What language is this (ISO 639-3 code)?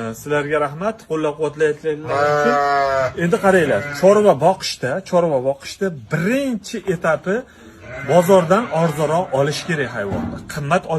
uzb